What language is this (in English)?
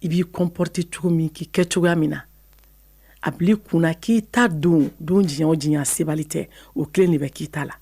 Bambara